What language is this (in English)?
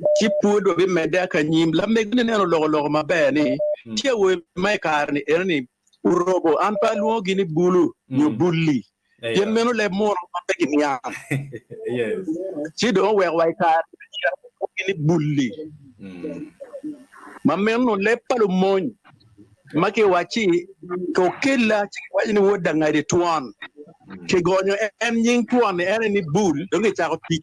Acoli